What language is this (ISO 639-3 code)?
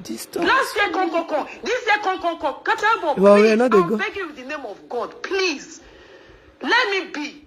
pcm